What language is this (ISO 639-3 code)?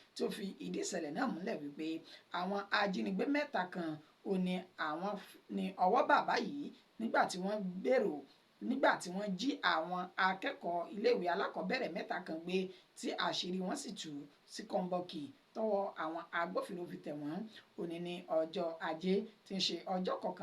yor